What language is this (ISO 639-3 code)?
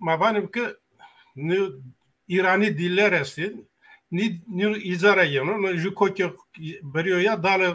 zza